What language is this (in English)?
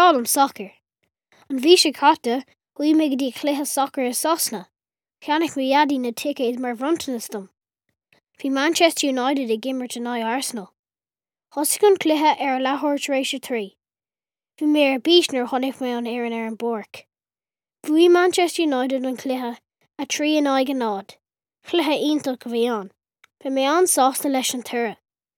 Irish